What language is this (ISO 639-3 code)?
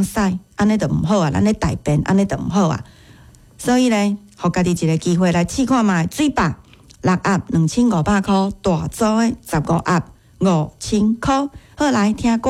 nan